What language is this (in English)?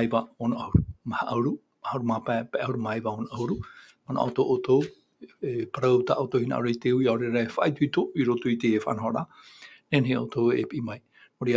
Tahitian